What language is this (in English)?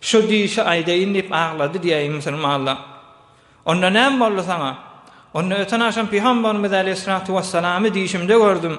Turkmen